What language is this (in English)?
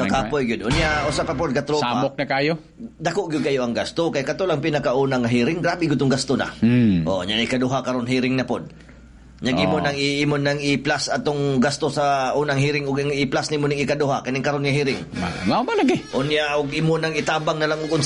Cebuano